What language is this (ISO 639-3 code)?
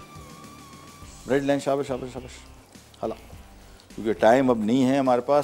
hin